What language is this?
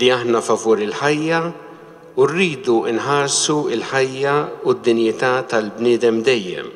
Maltese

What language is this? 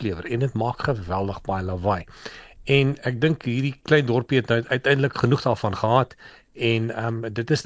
Afrikaans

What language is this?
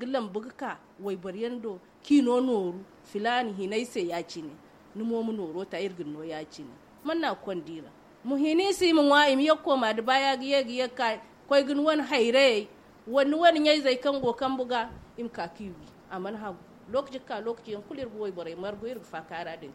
Zarma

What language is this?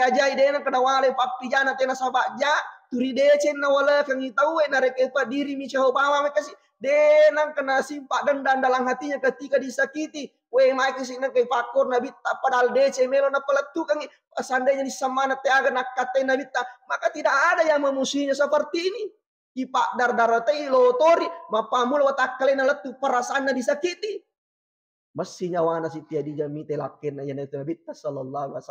Buginese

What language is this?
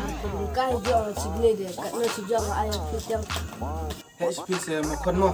Khasi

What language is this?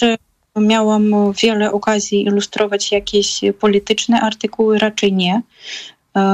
Polish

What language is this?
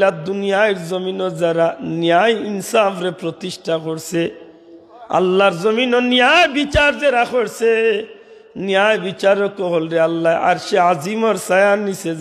Sylheti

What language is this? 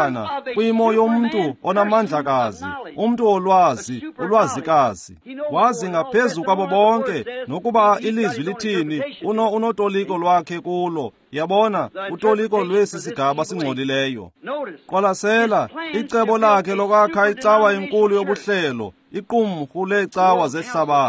Xhosa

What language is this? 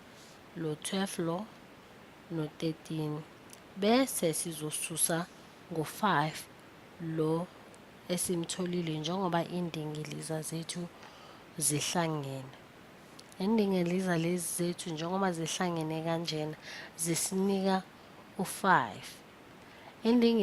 Zulu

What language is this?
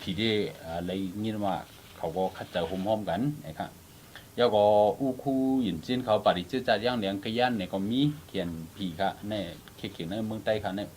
Shan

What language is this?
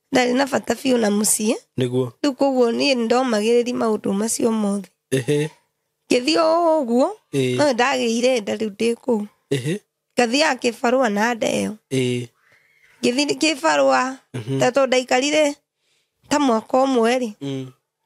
Kikuyu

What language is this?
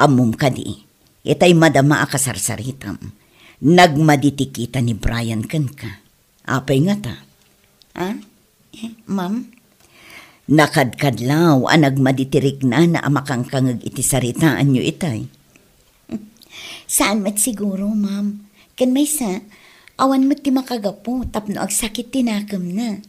Iloko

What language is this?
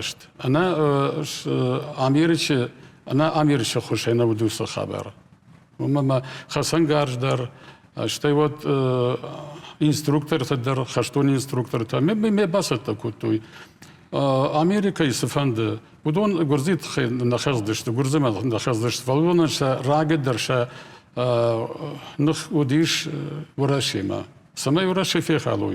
Ossetic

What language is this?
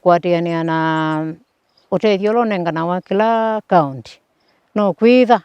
Kamba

